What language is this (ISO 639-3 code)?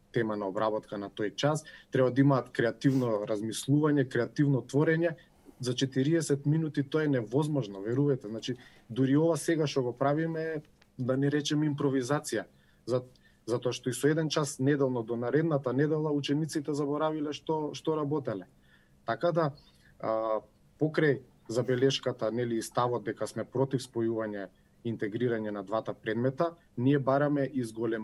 mkd